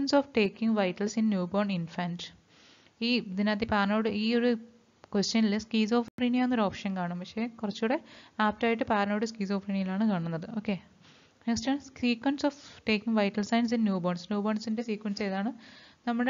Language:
Malayalam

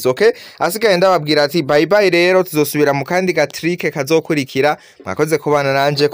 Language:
Rundi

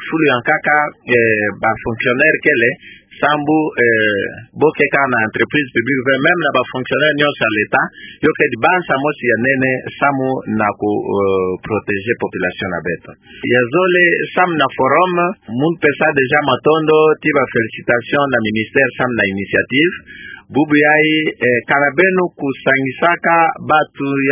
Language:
Kituba (Democratic Republic of Congo)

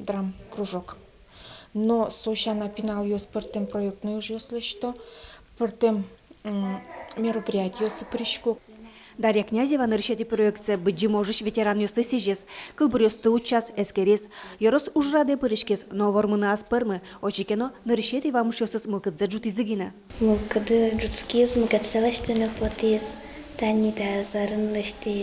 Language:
Udmurt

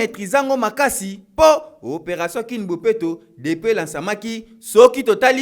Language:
Lingala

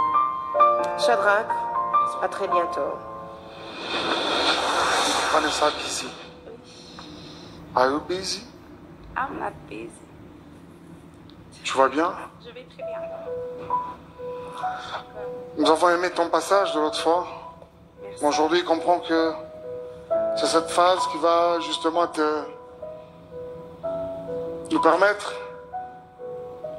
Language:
French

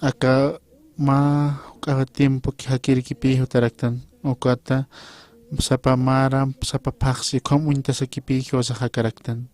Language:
Aymara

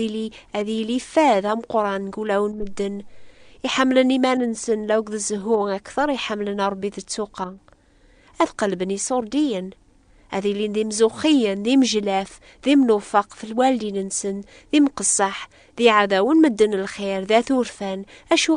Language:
Kabyle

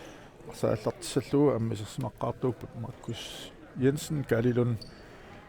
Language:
Kalaallisut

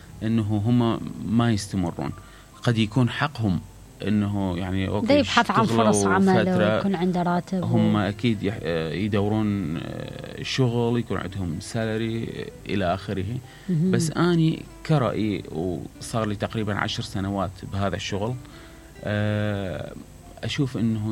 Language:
Mesopotamian Arabic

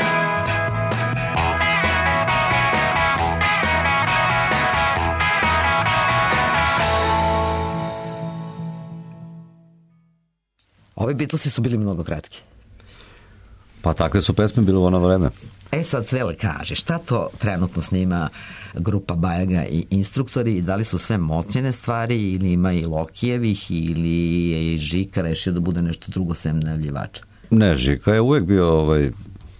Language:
Serbian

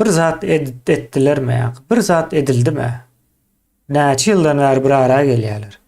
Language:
Turkmen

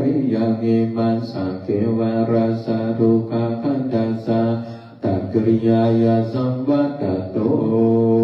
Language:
Pali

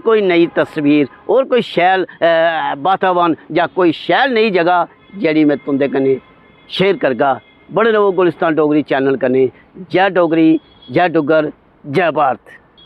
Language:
Dogri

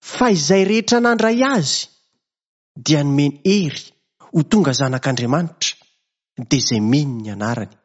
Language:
Malagasy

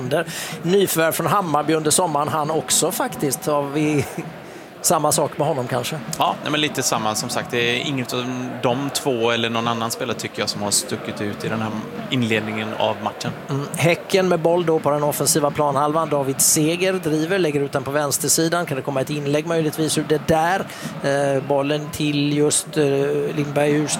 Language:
Swedish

